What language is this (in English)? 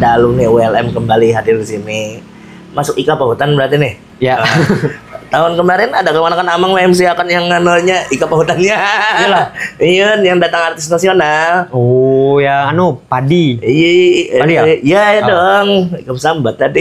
Banjar